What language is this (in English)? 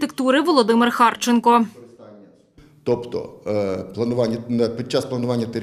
Ukrainian